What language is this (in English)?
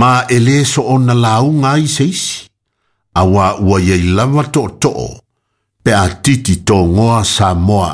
Samoan